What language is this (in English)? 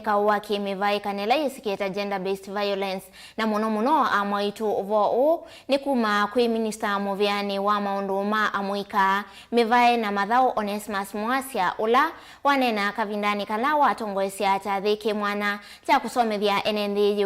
Kamba